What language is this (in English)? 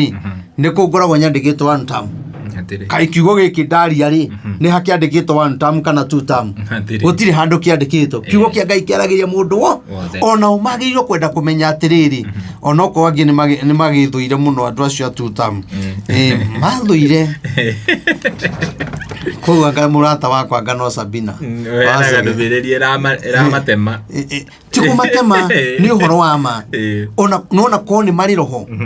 Kikuyu